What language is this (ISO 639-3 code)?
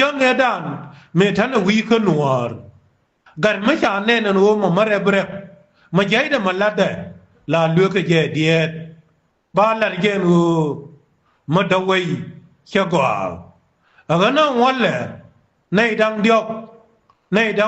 nus